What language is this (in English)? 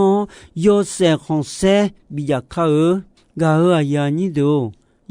Akha